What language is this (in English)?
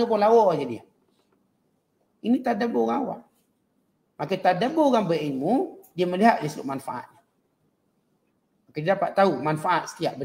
Malay